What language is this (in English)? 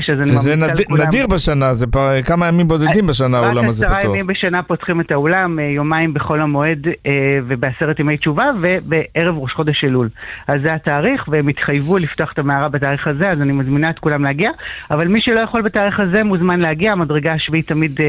Hebrew